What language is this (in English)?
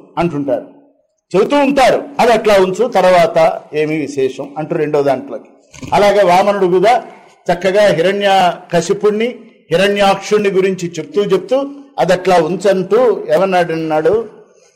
Telugu